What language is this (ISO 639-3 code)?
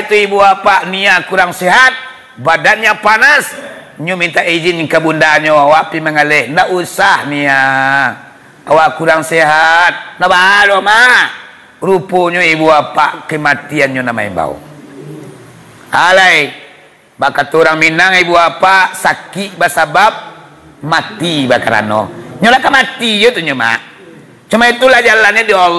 min